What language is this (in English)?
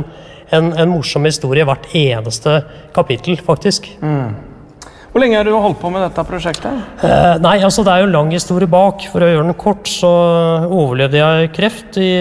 Norwegian